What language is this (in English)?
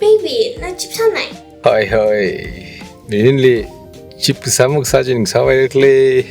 Tangkhul Naga (India)